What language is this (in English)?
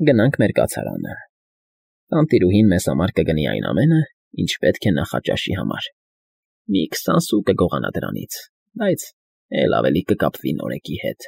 Armenian